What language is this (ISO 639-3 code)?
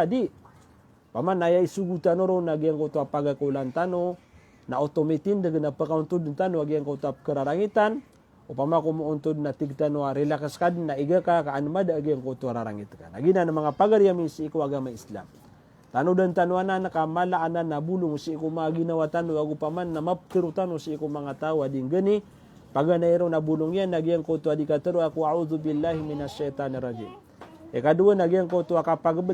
mrw